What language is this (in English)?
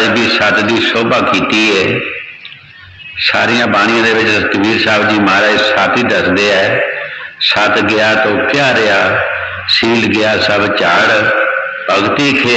Punjabi